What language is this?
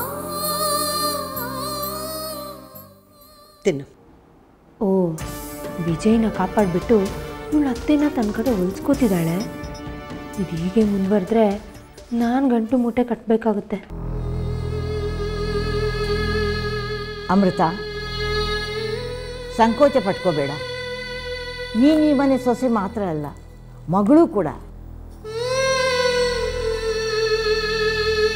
Kannada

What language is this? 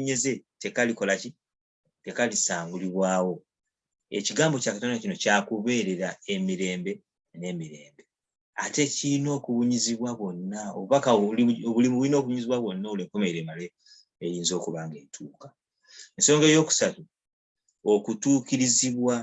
Ganda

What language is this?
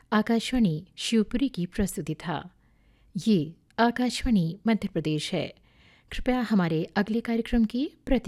Hindi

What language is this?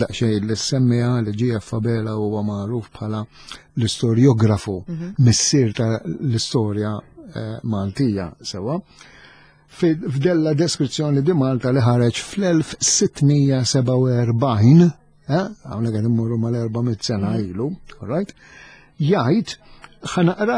Maltese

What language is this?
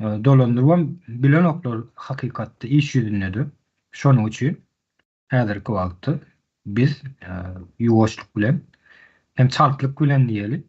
Turkmen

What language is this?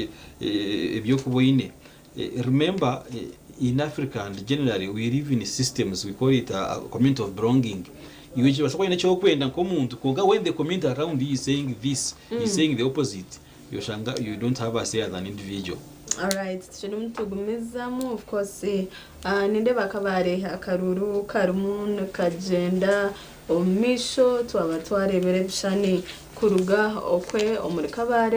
Nyankole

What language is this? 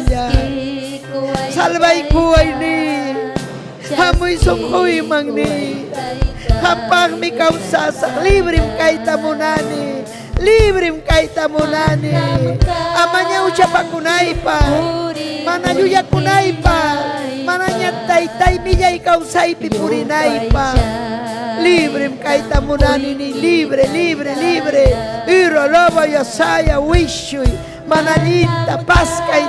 Ayacucho Quechua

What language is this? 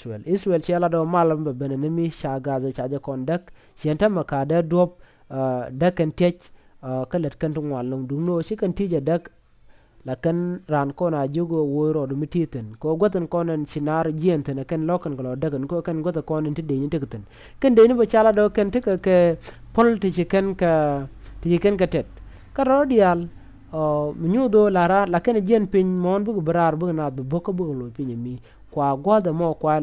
Nuer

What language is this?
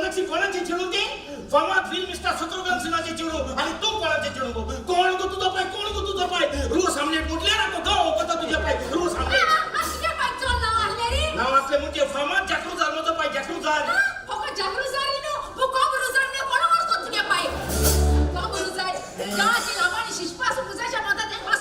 Konkani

